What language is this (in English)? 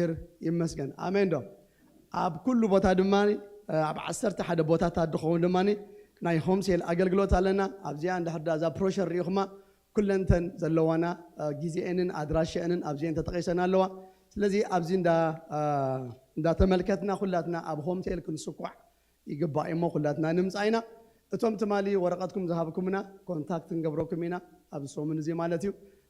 Tigrinya